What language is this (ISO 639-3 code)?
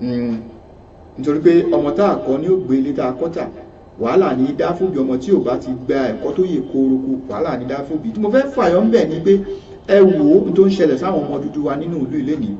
yor